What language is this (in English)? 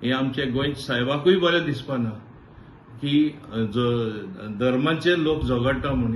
Konkani